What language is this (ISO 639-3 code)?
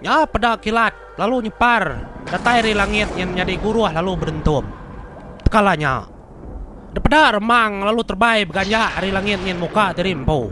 iba